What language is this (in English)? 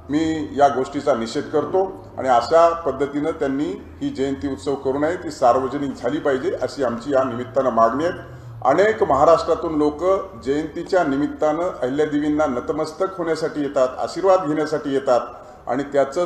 Marathi